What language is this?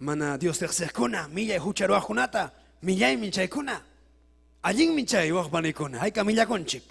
Ayacucho Quechua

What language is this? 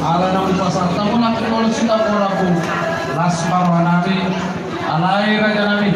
Batak Toba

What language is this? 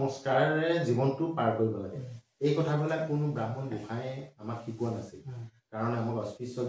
Assamese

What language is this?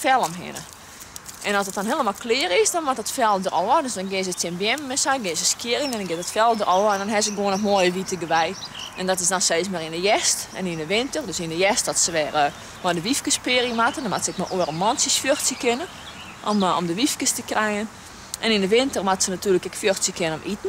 Western Frisian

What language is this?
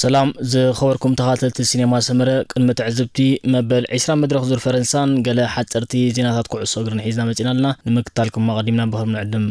Tigrinya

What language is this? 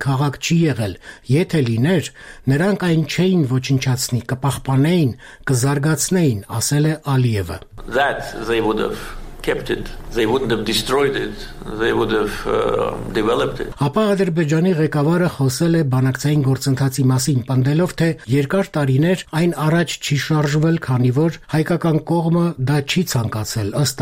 Armenian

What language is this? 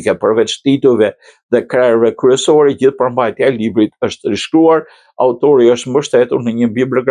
Albanian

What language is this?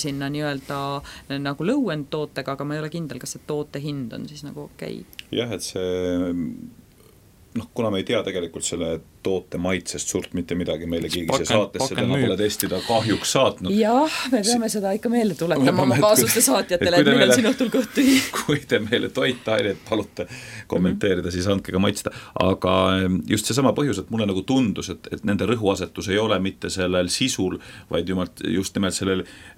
Estonian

